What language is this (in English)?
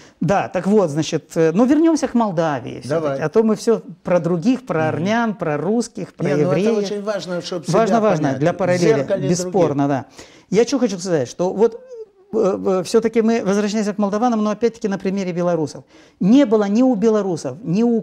Russian